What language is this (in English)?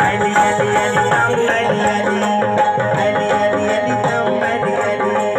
Saraiki